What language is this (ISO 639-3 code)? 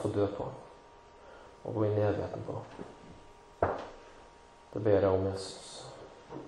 nor